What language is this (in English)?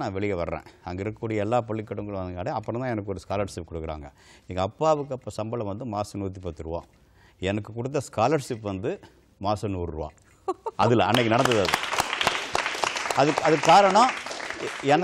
Tamil